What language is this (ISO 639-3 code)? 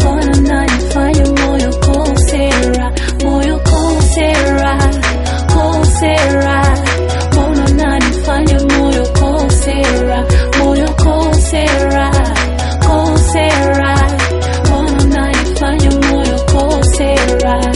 swa